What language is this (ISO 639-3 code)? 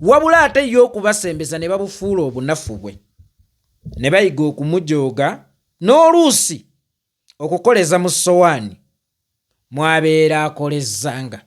lug